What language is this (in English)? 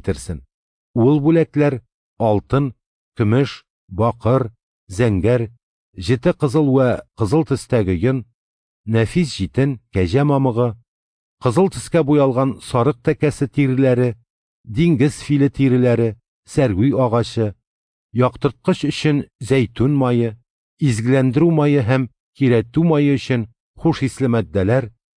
Tatar